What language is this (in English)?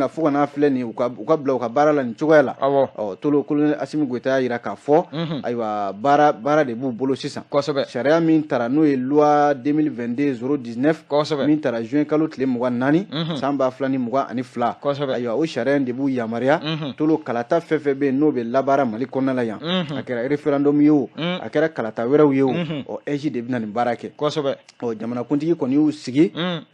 Bambara